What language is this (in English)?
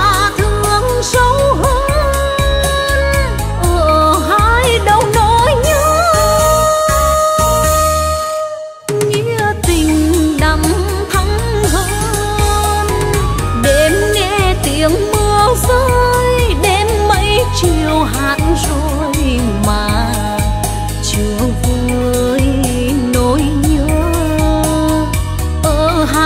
Vietnamese